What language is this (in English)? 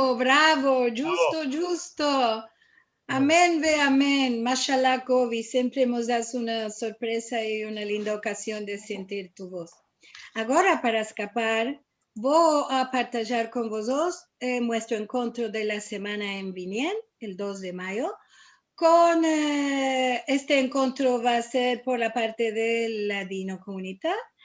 Ladino